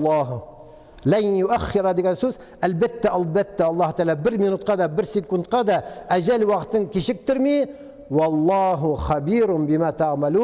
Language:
Tatar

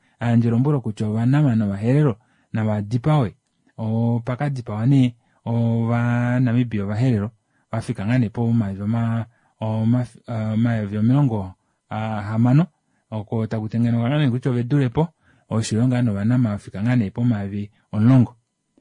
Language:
Kuanyama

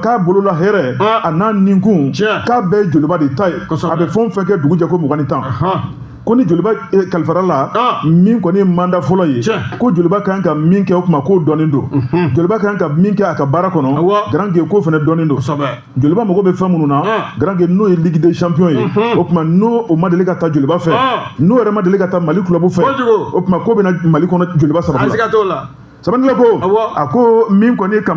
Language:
Bambara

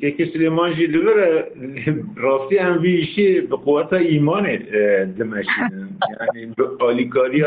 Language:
Kurdish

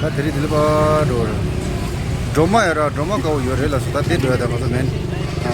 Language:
Tibetan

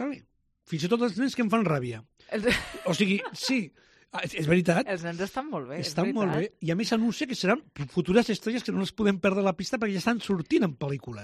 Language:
Catalan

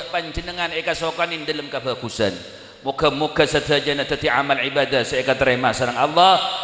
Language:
Madurese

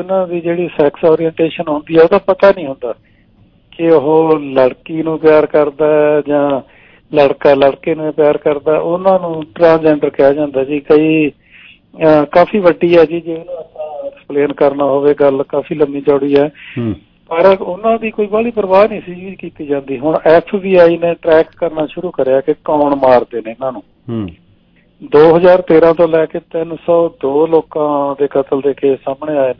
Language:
Punjabi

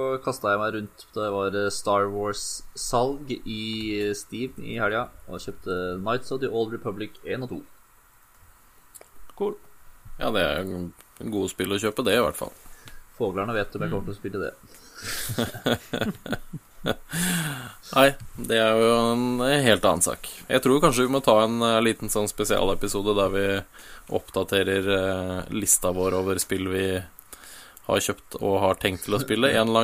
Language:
Norwegian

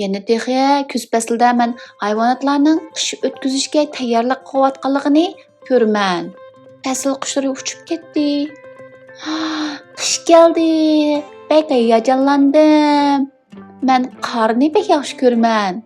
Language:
Uyghur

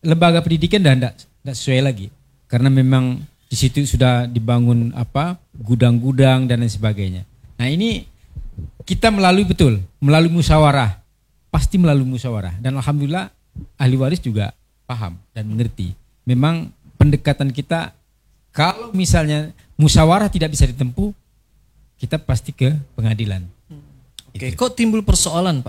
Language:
Indonesian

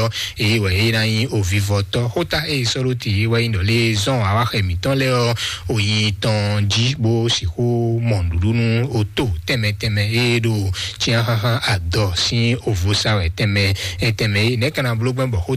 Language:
Fon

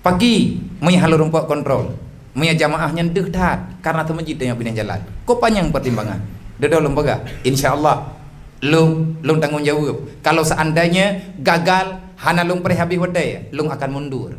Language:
Achinese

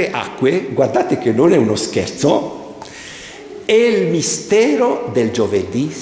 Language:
Italian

